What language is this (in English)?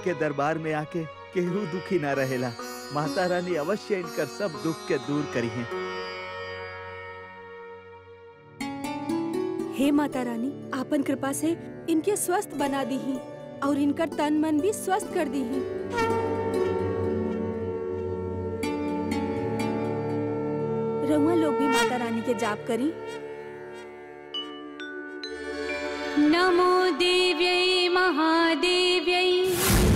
Bhojpuri